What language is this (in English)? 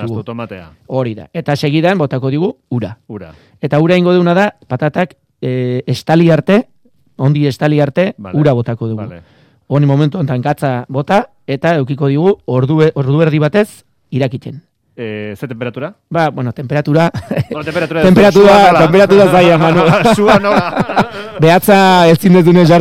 Basque